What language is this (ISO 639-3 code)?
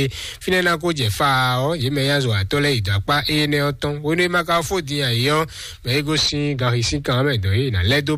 fon